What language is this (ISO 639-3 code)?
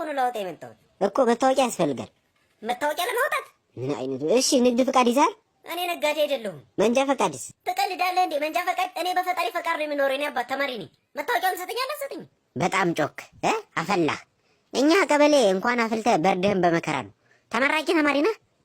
amh